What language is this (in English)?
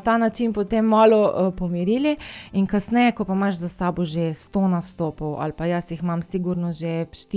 Slovenian